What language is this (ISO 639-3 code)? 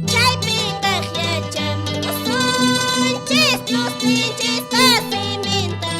que